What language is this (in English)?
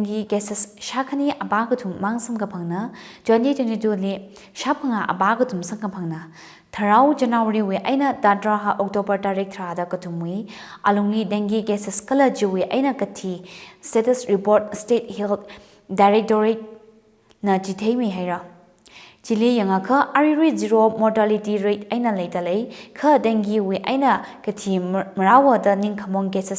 Tangkhul Naga (India)